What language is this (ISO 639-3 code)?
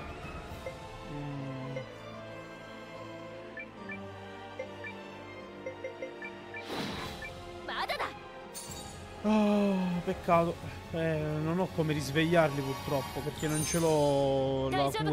ita